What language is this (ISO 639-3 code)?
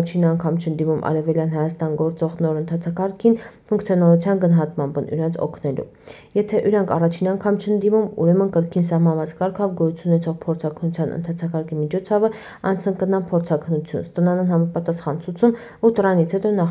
hye